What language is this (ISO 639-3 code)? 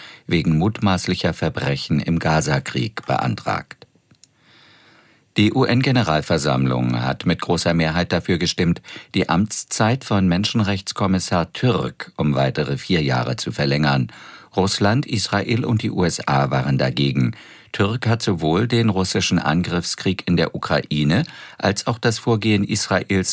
deu